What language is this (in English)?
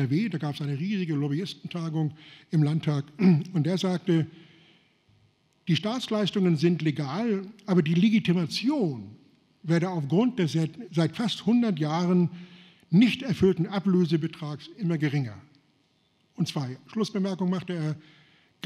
German